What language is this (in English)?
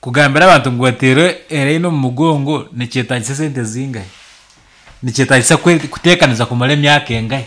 Nyankole